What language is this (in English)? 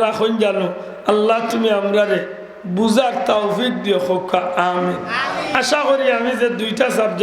Sylheti